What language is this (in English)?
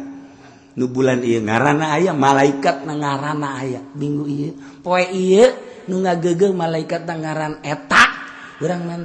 Sundanese